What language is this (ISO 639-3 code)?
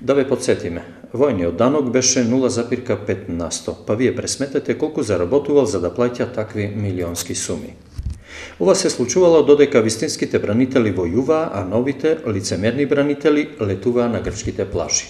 mkd